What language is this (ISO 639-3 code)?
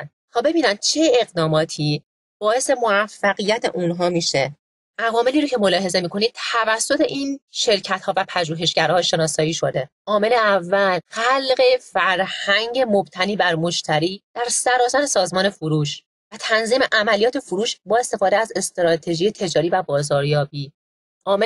fas